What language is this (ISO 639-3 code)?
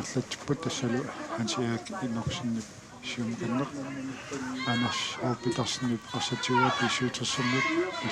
kal